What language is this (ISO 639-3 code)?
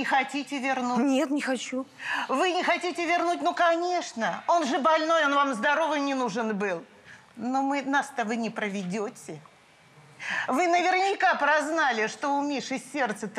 rus